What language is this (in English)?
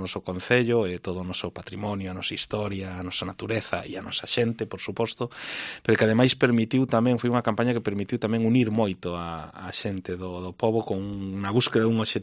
Galician